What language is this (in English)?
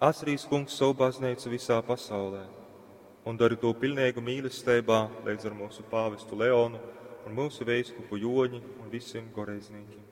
Latgalian